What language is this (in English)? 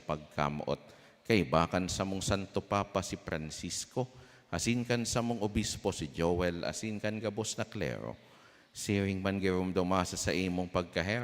Bikol